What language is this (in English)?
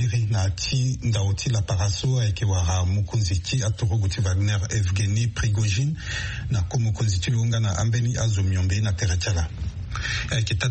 Sango